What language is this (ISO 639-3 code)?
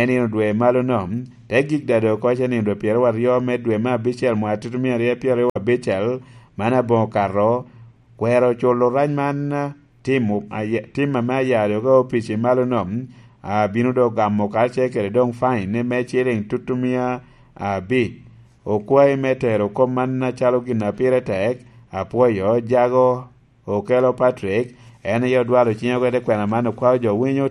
laj